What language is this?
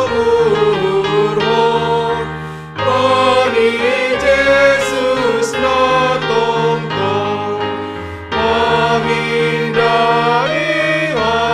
Batak Simalungun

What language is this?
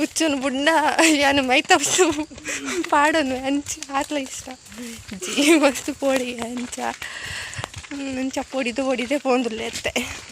Tulu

